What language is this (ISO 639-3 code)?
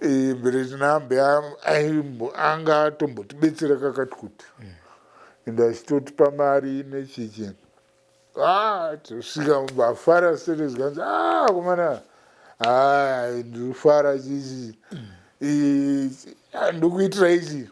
sna